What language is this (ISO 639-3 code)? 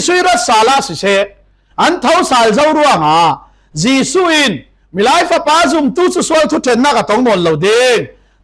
cfm